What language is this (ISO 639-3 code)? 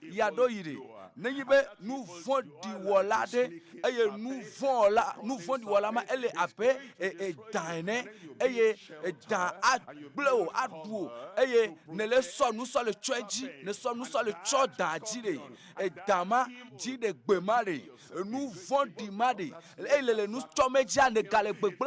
ewe